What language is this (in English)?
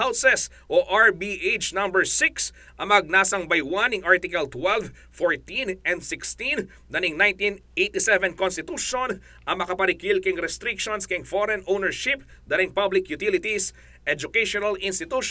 Pampanga